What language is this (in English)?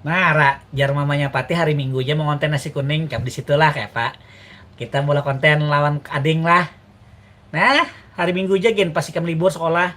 Banjar